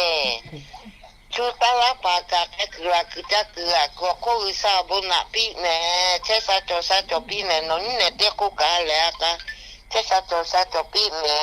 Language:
Lahu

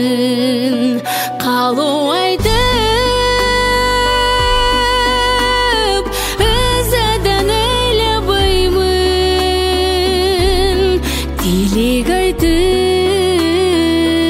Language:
Kazakh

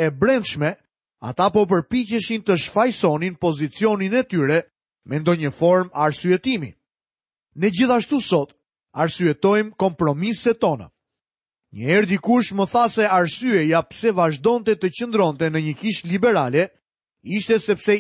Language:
Albanian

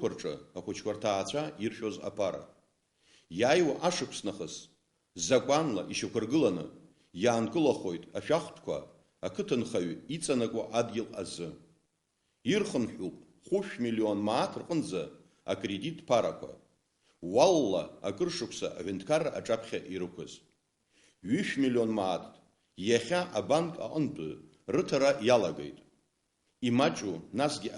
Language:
Abkhazian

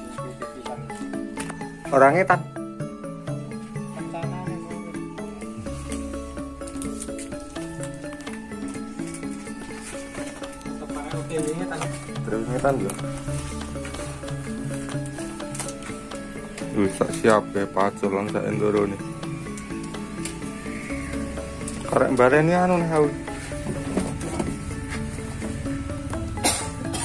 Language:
Javanese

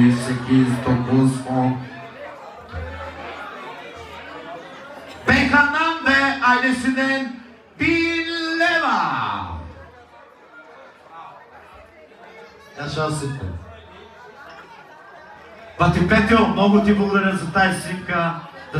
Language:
Turkish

